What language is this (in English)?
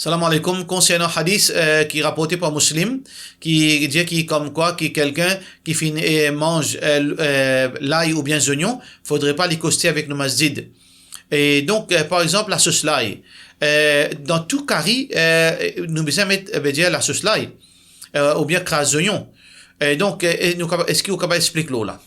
Morisyen